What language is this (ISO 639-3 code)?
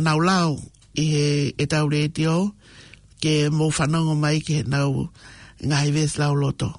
ton